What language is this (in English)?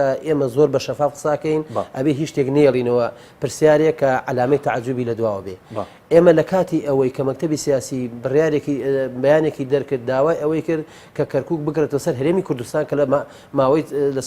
Central Kurdish